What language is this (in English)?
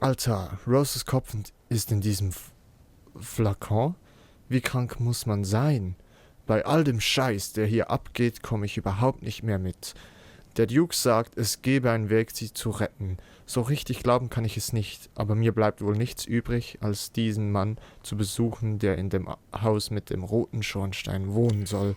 Swiss German